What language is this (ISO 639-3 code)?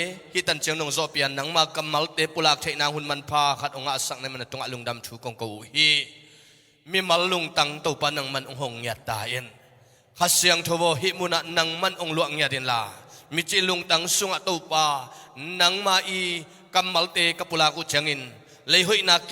ctd